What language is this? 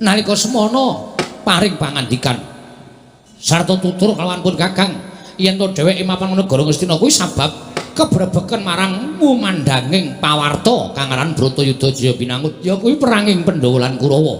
Javanese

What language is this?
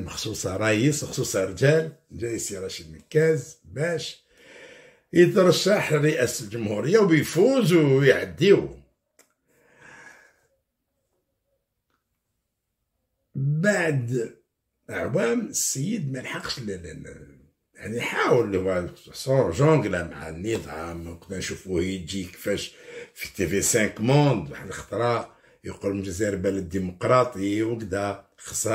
Algerian Arabic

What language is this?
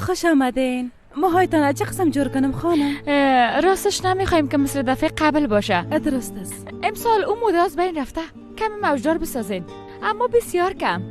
Persian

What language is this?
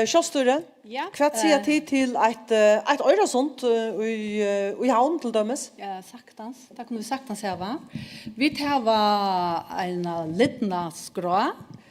Faroese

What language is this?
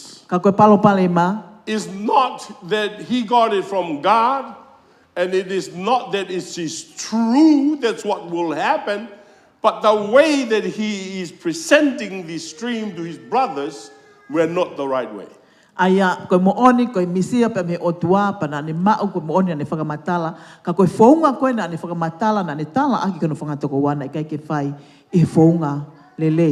Tongan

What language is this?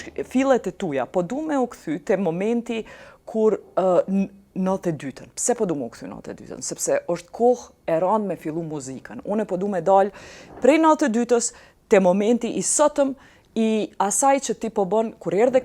Albanian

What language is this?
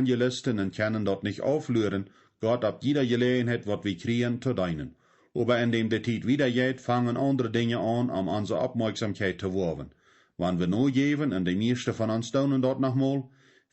Plautdietsch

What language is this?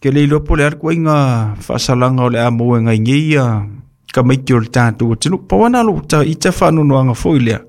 Samoan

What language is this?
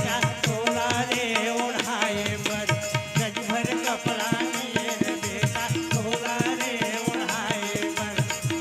Chhattisgarhi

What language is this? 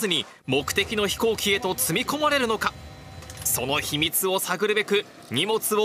Japanese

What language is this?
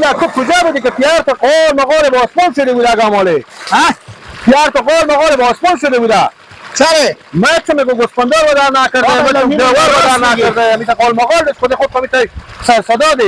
Persian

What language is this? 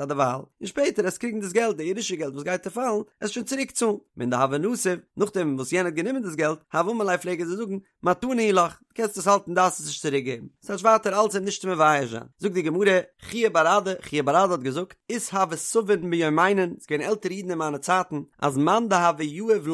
Yiddish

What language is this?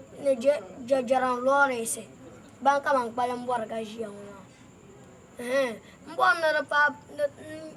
Dagbani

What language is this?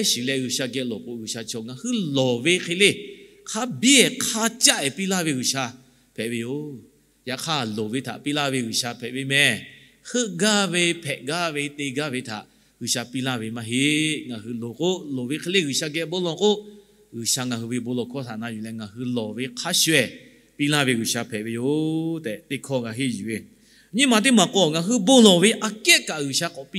Lahu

